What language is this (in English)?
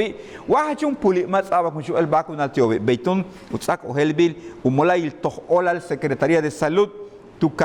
Yucateco